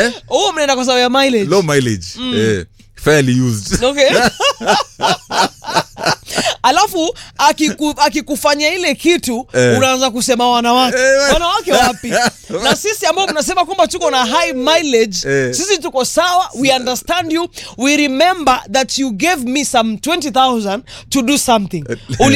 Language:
Swahili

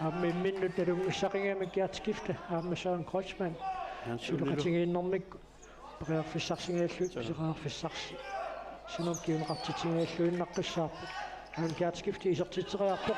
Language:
Kalaallisut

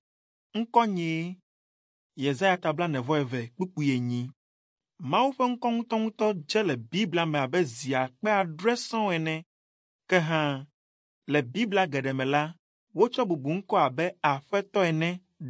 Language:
Ewe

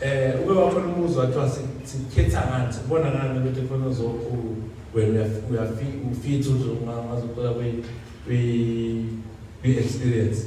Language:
Zulu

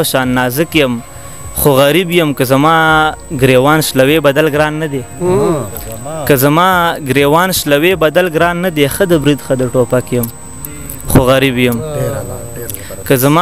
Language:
Pashto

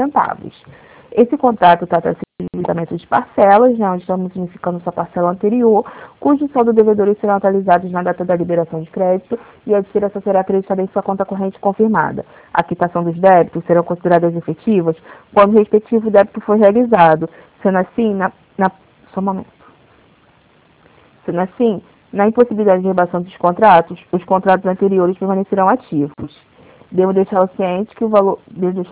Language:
Portuguese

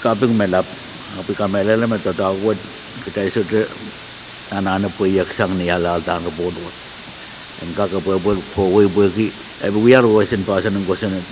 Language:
Pohnpeian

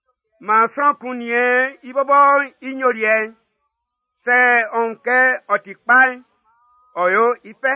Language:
Baoulé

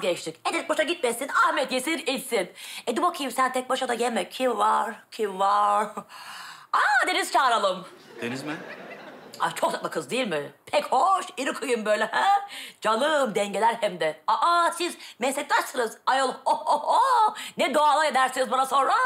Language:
Turkish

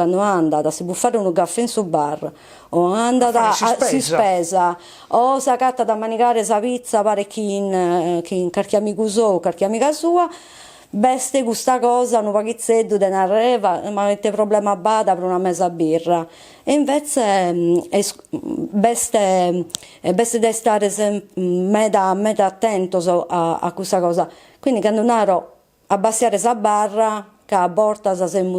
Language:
Sardinian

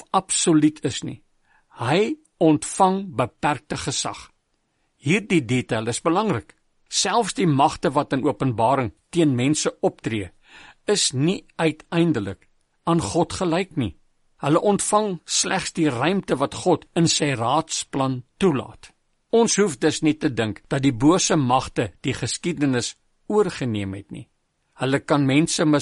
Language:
Afrikaans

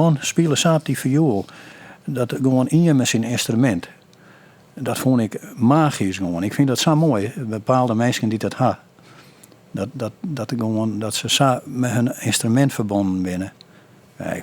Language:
Western Frisian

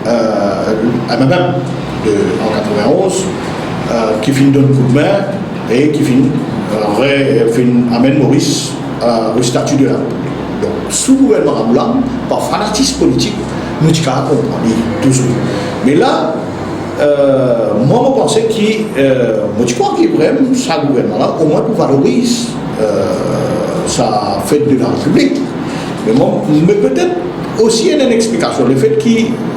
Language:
Morisyen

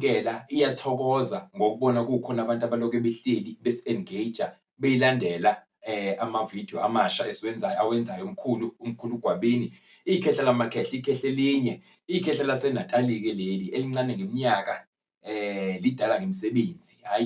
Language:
Zulu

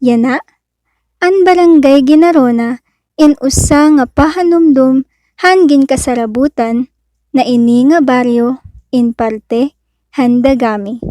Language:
Waray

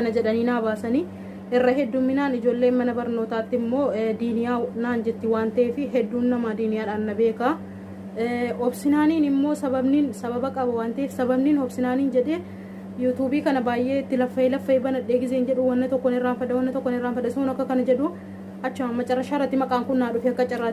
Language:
Oromo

